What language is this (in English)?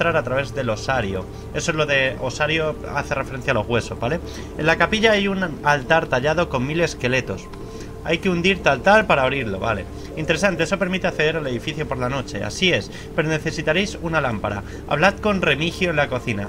Spanish